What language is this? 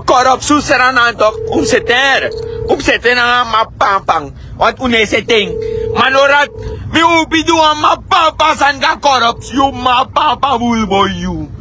Sranan Tongo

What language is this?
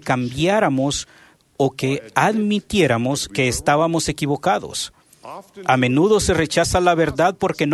Spanish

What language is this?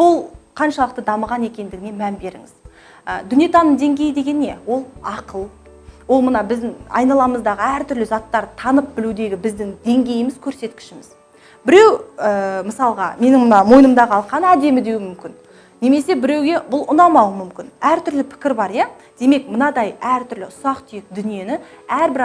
Kazakh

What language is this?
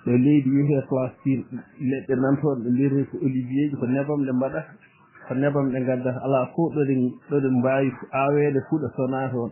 Fula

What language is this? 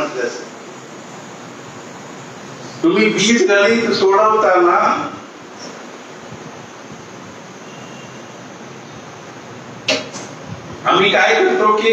Marathi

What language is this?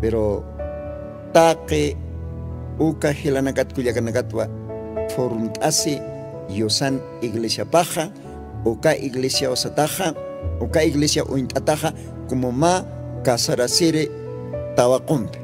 Aymara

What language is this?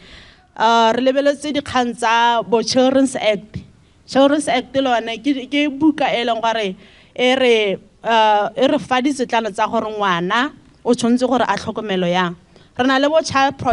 Tswana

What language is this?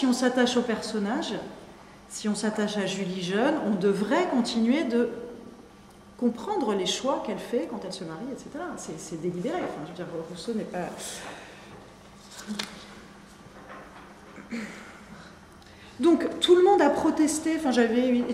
French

